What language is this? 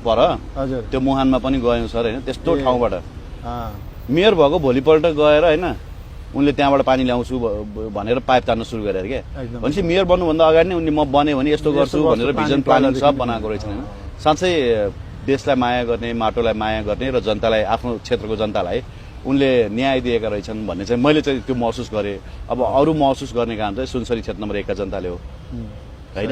Nepali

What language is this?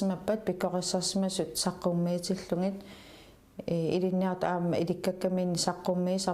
Kalaallisut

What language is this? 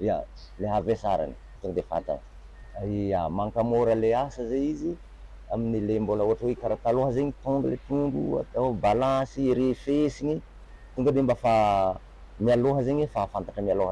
Malagasy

